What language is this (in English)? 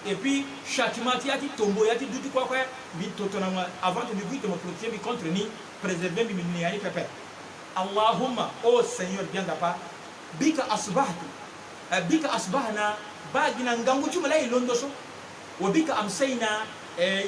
Sango